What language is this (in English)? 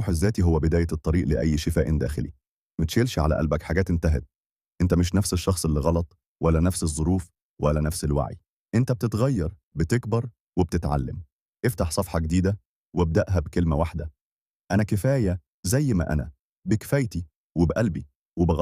Egyptian Arabic